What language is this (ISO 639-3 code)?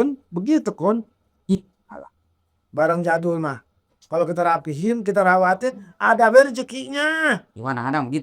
bew